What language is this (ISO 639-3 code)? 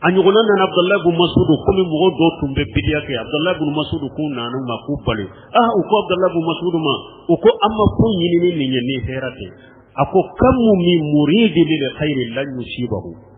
bam